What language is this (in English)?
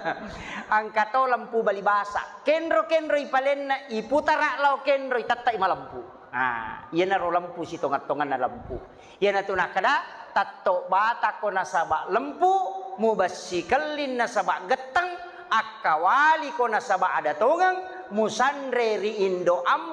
Buginese